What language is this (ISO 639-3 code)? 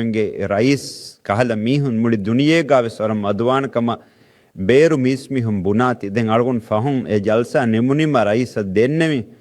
div